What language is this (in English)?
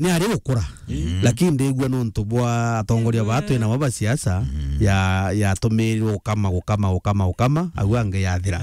Meru